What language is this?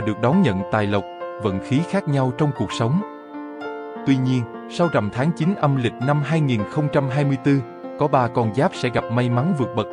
Vietnamese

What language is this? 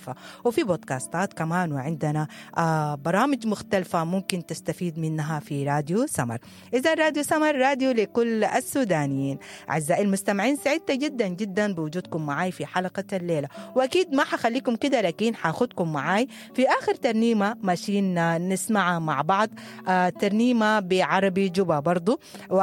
Sudanese Arabic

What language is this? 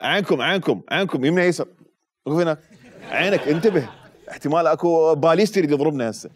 Mesopotamian Arabic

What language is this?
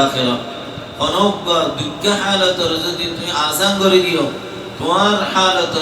Rohingya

